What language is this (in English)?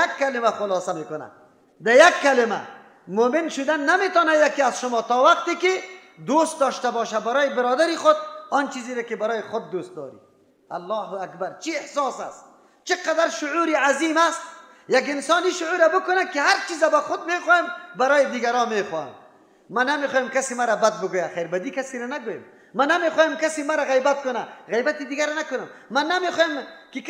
Persian